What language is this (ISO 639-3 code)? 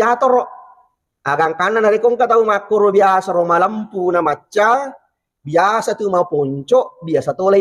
bug